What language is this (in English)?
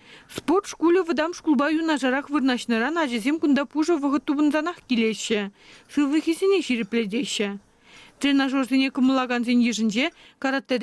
Chuvash